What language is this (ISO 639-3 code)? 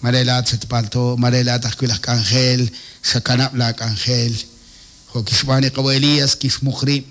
kek